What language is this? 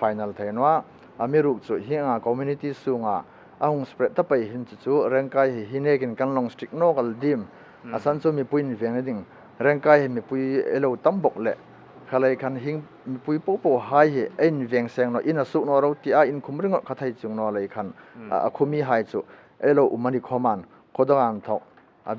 Hmar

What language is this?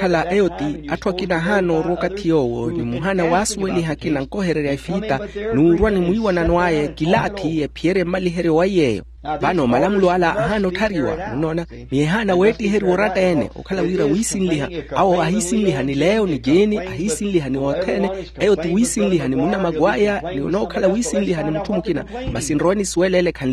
Makhuwa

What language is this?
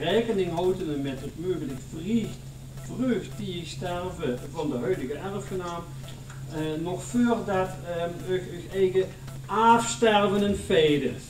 Limburgish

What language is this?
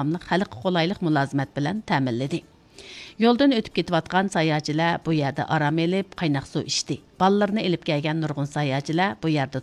Uyghur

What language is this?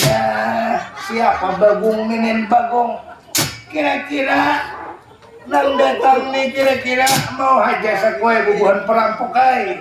Banjar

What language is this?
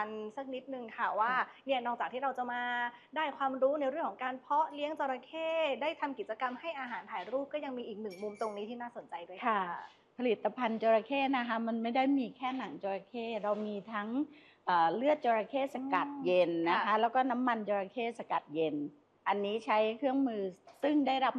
Thai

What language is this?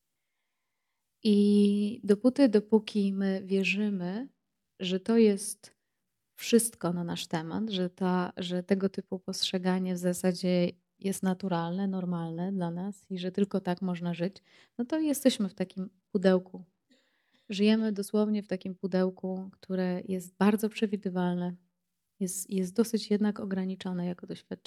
Polish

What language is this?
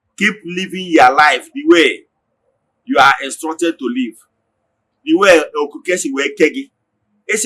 Igbo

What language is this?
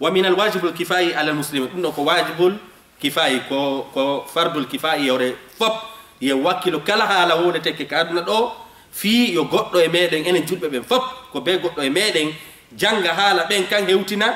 Fula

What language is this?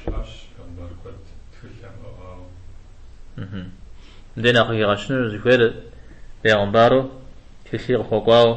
Kabardian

